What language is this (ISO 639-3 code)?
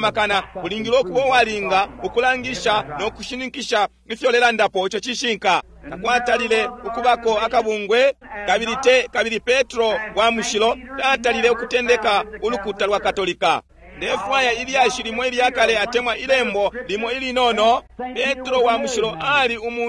bem